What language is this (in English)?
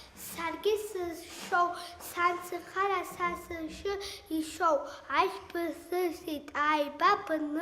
Abkhazian